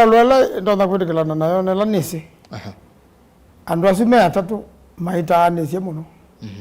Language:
Kamba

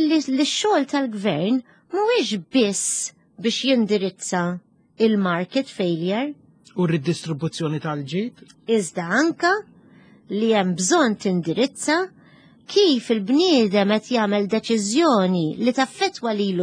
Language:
Maltese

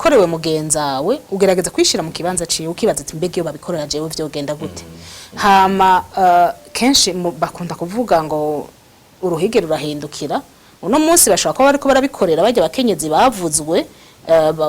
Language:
Rundi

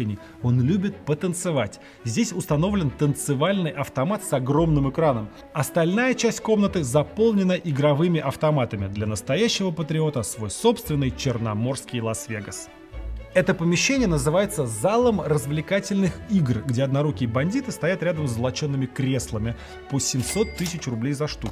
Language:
Russian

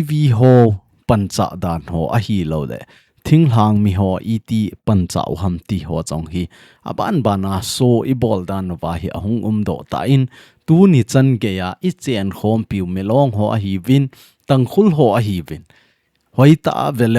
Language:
Thado Chin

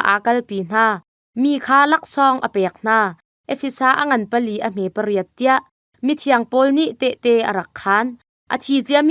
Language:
Hakha Chin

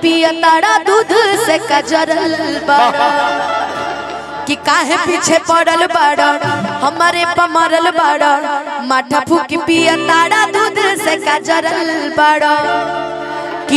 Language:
Bhojpuri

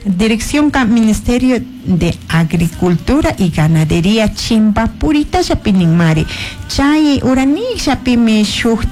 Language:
Chimborazo Highland Quichua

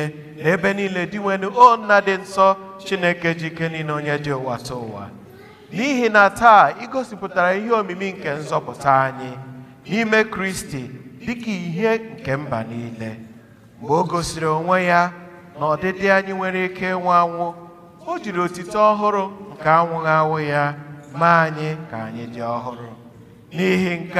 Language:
Igbo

